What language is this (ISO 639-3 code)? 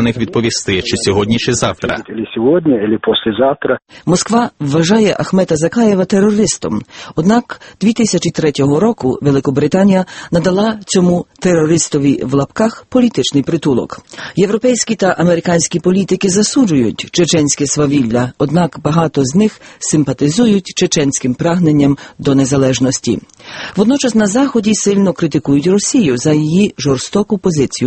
ukr